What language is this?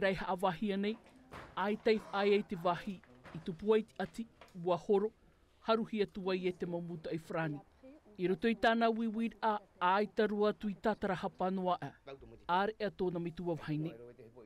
Tahitian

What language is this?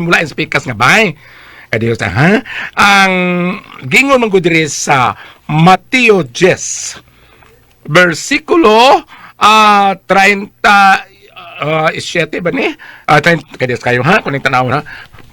Cebuano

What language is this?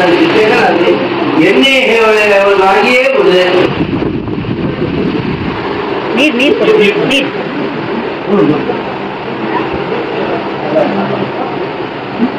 Kannada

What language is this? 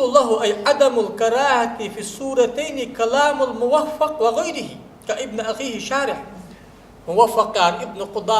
Ingush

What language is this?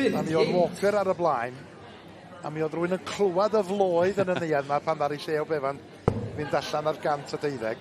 Welsh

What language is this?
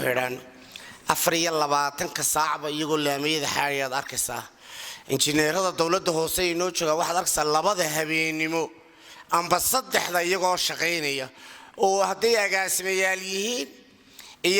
Somali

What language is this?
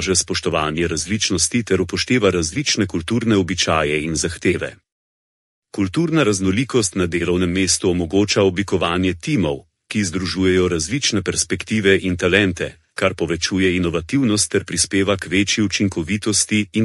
Slovenian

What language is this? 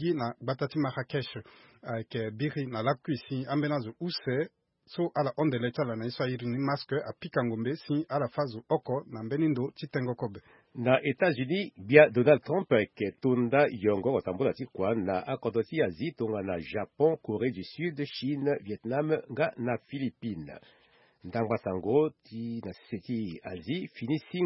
Sango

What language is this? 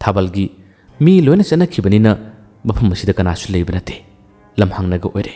Manipuri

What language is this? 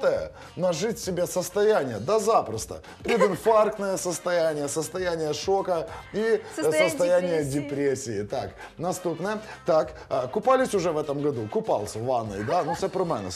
Ukrainian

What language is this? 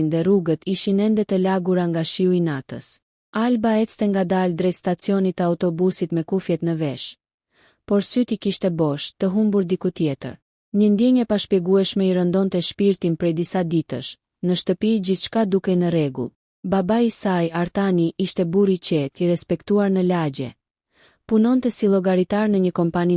Albanian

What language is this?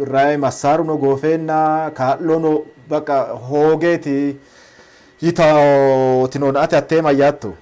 Sidamo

